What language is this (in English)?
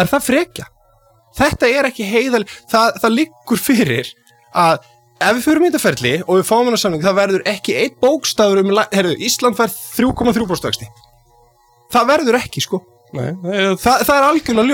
Icelandic